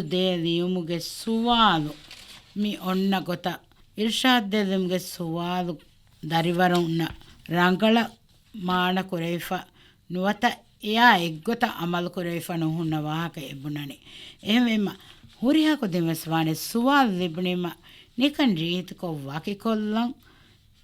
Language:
Divehi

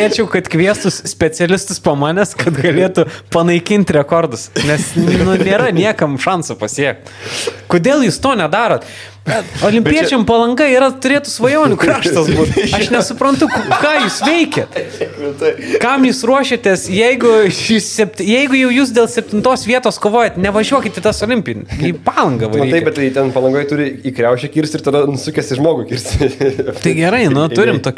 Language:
Lithuanian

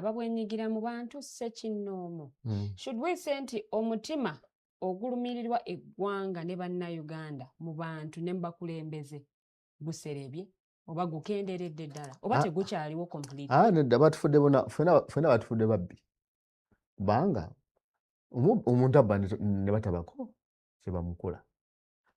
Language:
Ganda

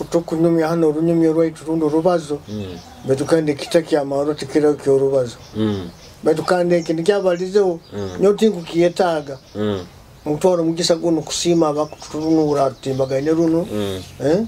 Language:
Nyoro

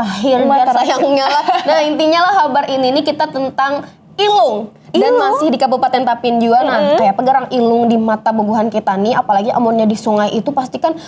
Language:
Banjar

